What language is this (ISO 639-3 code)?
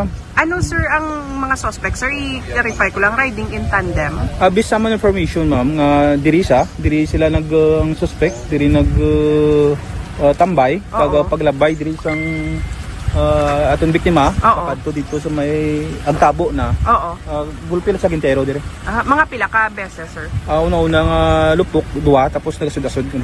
hil